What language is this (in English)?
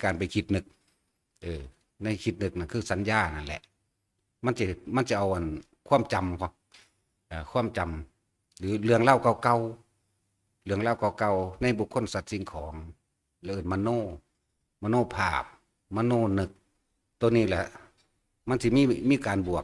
Northeastern Thai